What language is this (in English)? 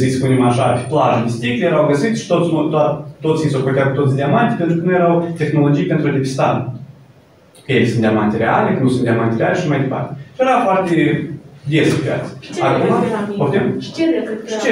Romanian